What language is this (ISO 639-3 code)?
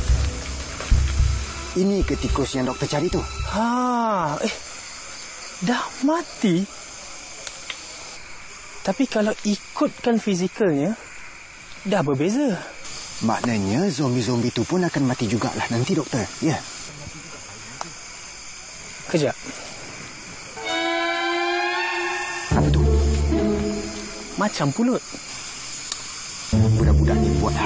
msa